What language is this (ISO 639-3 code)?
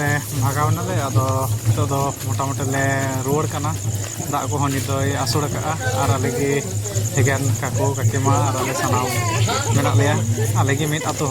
sat